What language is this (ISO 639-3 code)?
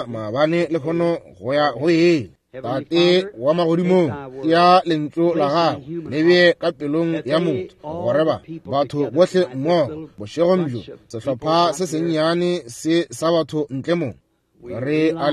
nso